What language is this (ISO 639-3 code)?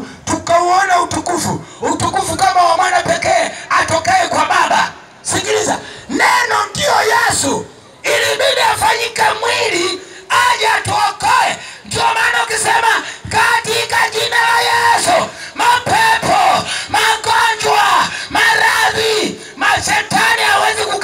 swa